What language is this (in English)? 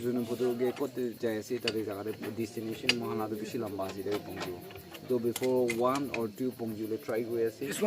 Naga Pidgin